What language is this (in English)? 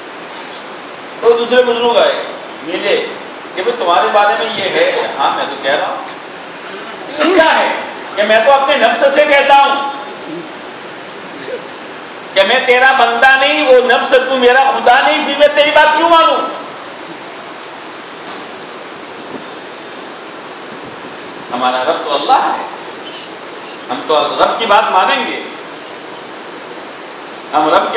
Urdu